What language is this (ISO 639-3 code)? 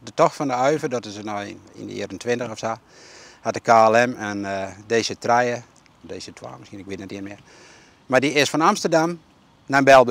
fry